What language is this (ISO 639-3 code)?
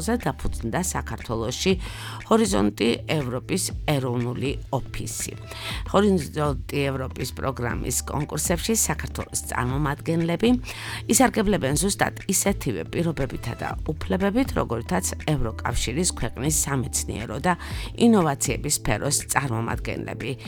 kat